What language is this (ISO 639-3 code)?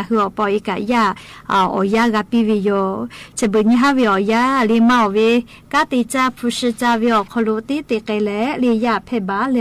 lhu